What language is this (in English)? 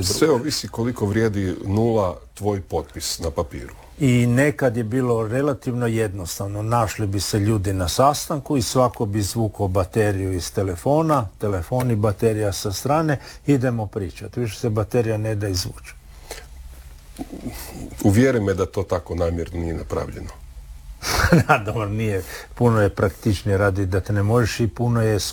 Croatian